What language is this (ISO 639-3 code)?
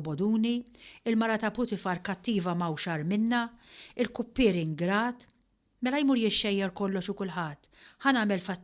mlt